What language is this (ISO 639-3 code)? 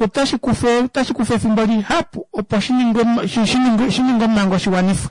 kua